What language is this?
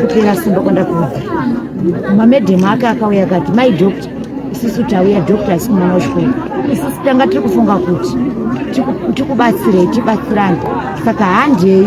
Shona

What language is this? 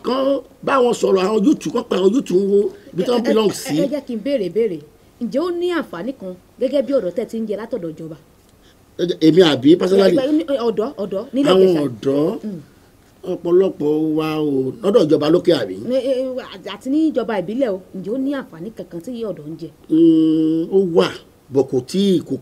Yoruba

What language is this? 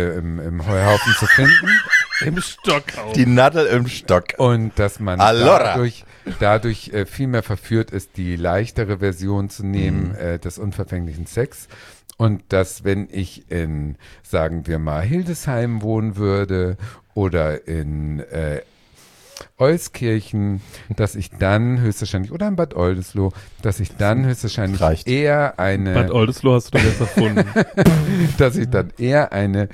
German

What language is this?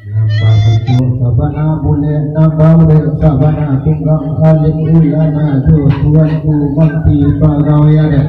Minangkabau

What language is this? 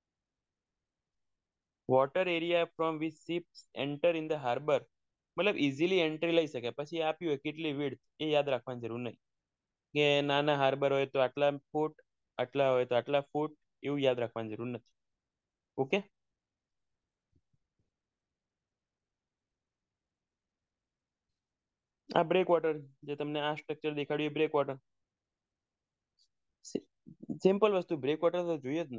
Gujarati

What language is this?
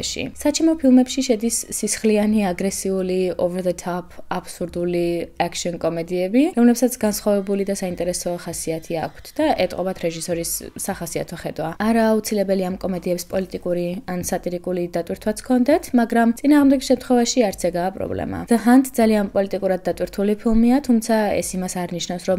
Georgian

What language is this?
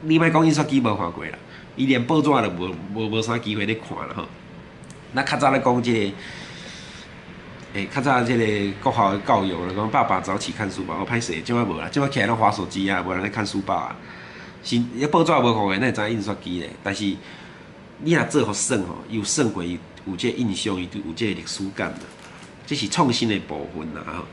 Min Nan Chinese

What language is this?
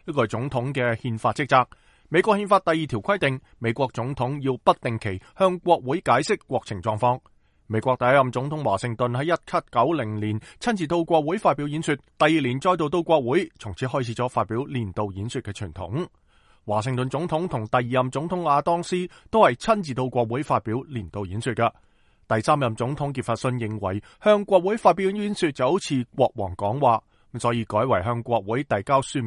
Cantonese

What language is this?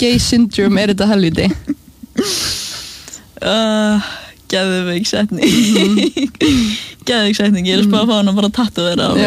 Icelandic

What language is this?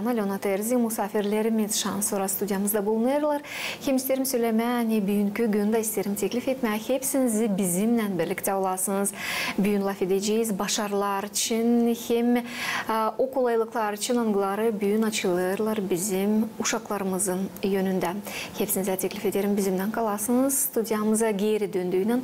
Gagauz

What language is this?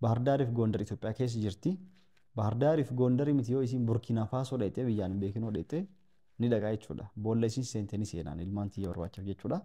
Oromo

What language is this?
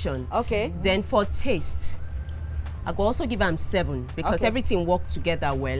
Nigerian Pidgin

